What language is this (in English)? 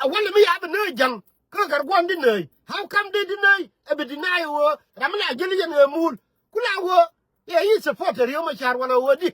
Nuer